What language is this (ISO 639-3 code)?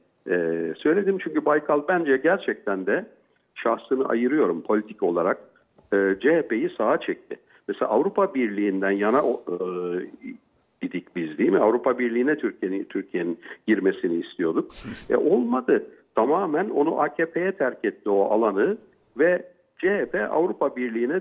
tur